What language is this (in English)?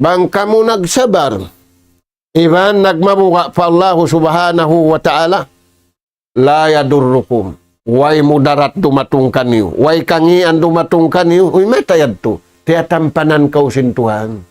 Tausug